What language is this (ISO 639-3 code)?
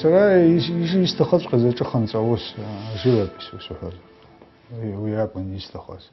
abk